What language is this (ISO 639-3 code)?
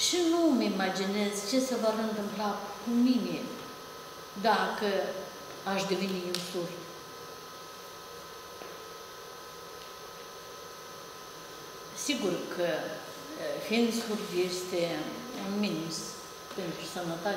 ron